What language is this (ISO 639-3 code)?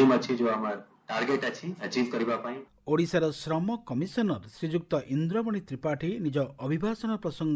ori